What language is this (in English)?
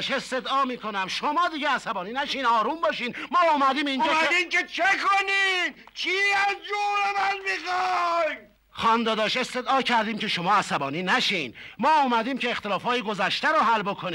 Persian